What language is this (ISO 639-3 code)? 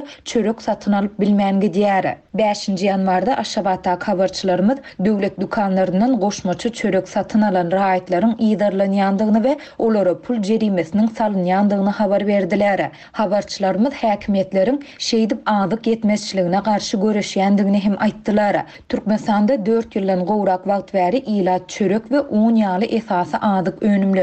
tuk